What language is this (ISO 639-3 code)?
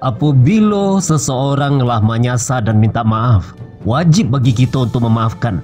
min